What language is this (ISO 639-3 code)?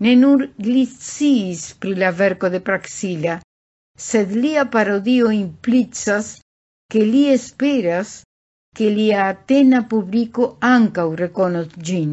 epo